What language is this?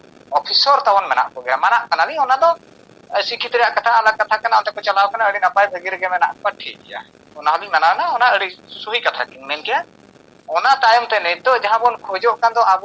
Santali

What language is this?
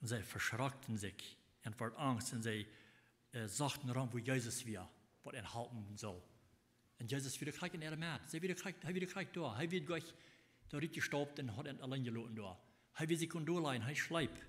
Plautdietsch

